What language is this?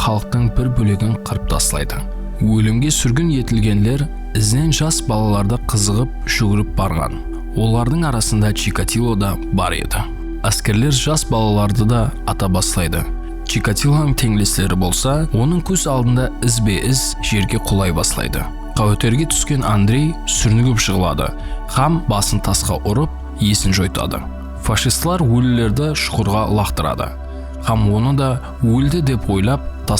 Kara-Kalpak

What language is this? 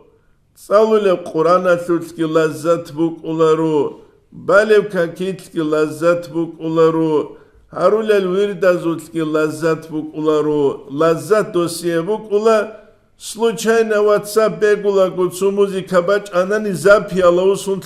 Avaric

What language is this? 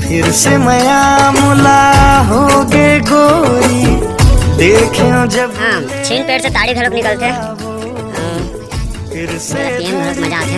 Chhattisgarhi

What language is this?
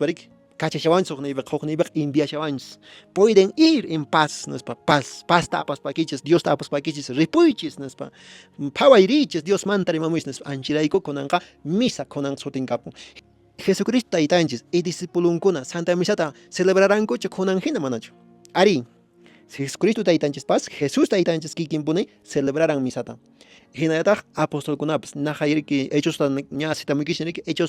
Quechua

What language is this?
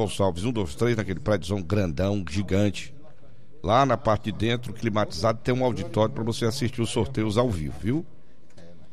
Portuguese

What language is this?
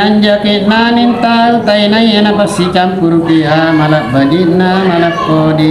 Makasar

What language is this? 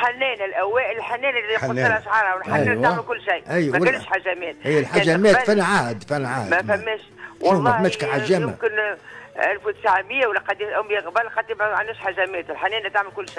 Tunisian Arabic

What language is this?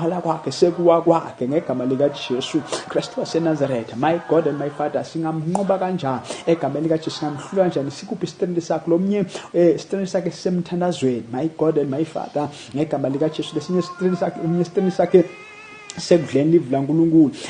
Zulu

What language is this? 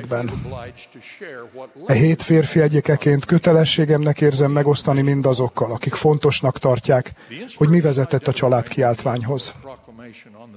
Hungarian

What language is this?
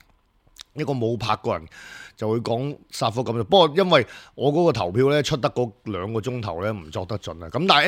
Cantonese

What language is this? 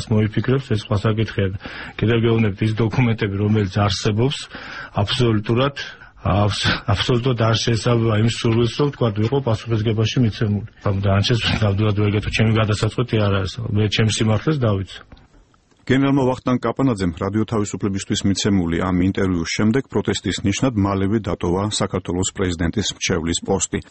Georgian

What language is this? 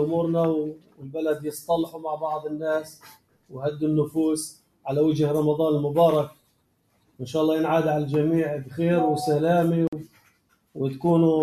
North Levantine Arabic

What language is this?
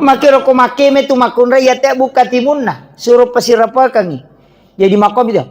Buginese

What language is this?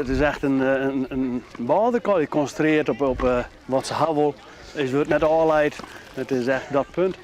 Western Frisian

